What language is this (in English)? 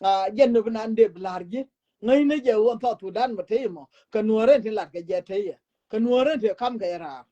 Nuer